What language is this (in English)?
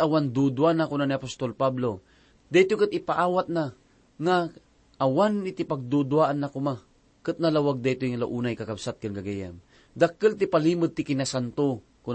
Iloko